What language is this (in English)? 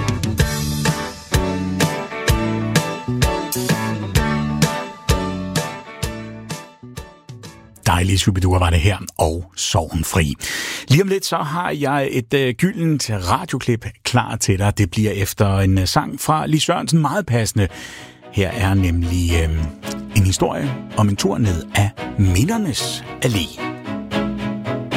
Danish